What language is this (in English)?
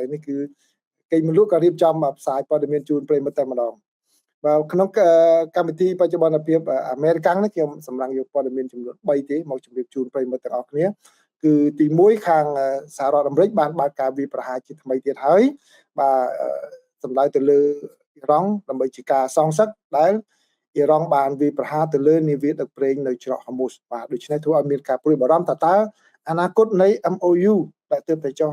Khmer